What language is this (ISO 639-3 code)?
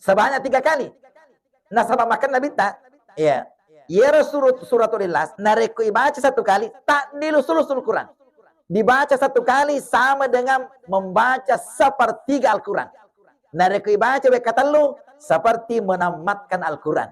bug